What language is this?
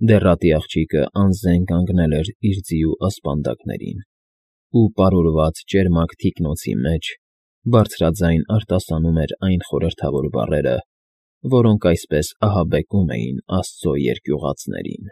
Armenian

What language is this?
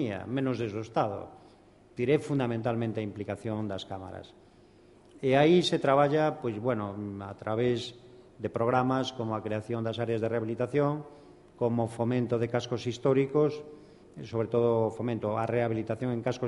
Galician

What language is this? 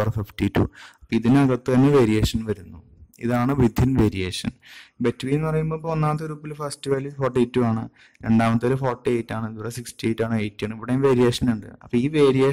Malayalam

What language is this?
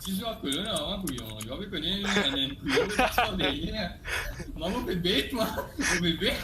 Morisyen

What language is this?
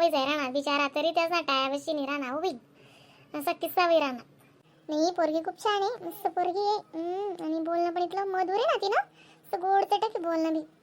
Khandesi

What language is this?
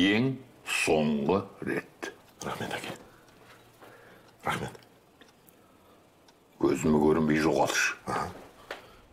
Kazakh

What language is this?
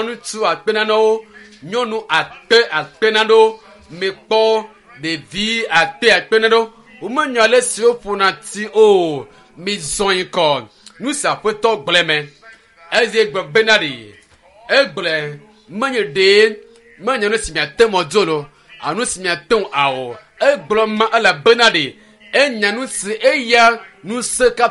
Ewe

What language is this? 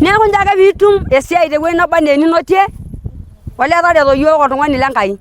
Masai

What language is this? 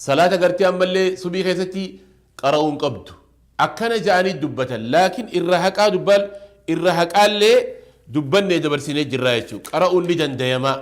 Oromo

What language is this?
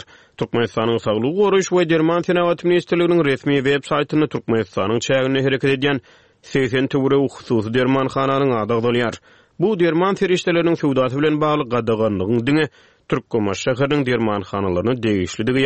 Turkmen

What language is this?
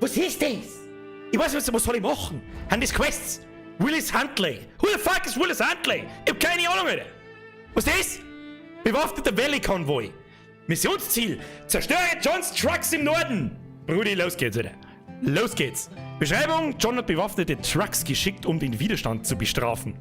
Bavarian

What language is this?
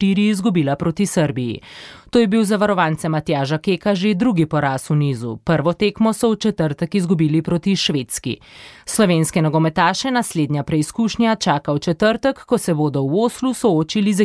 Slovenian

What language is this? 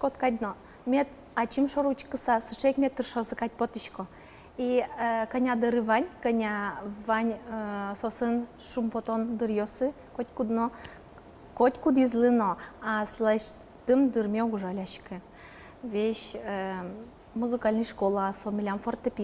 Udmurt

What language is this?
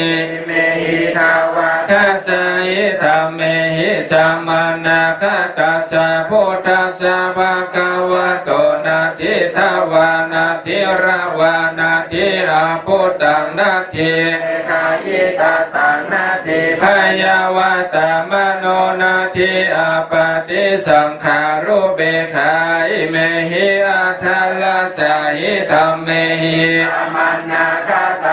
Pali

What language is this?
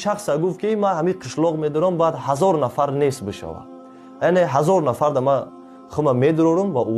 Tajik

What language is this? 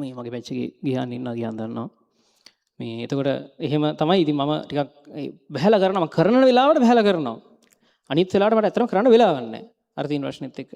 Sinhala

